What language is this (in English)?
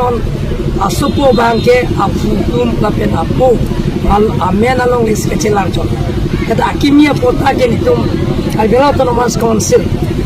Karbi